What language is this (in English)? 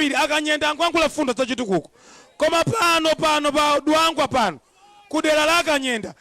Nyanja